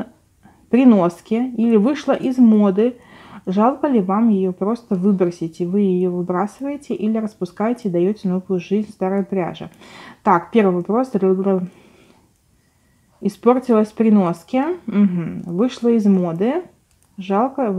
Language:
Russian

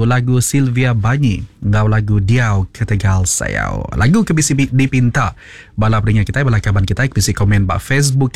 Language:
Iban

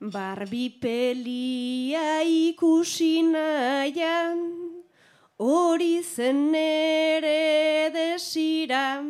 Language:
Basque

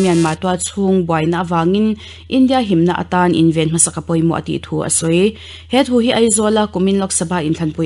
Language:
Mizo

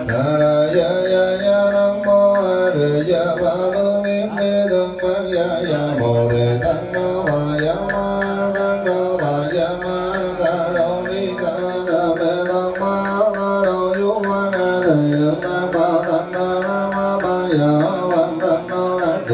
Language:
Vietnamese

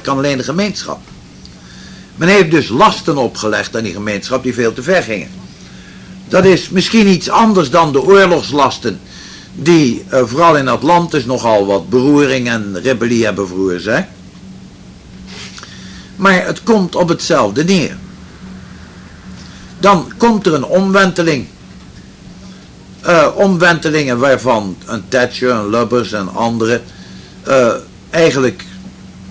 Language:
Dutch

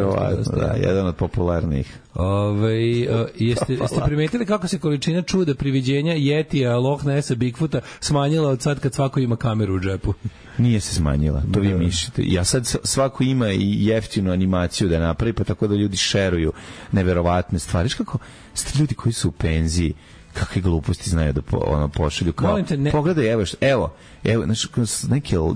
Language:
Serbian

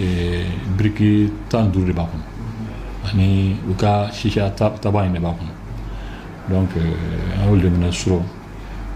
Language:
Bambara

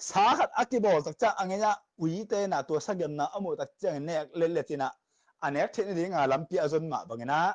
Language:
Tedim Chin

